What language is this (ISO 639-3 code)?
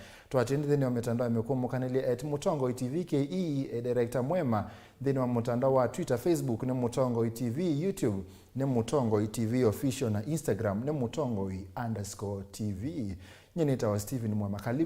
kam